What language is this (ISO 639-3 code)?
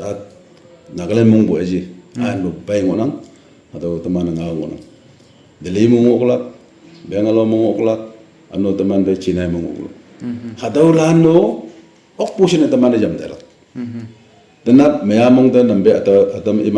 nag